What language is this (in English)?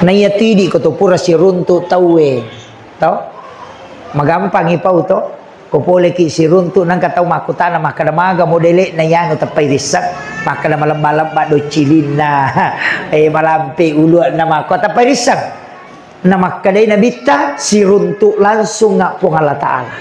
Buginese